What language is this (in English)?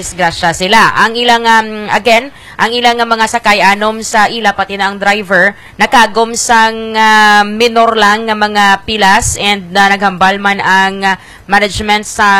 Hiligaynon